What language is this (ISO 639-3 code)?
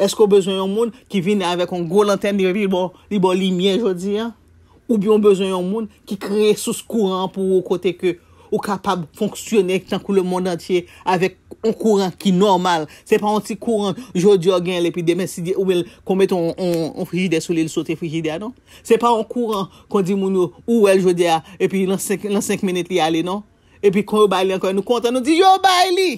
hat